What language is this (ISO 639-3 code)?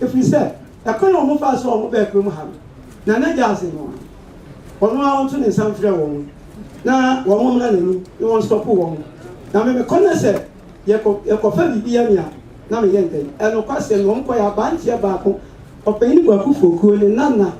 aka